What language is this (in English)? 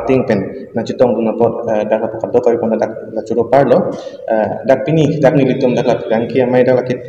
Karbi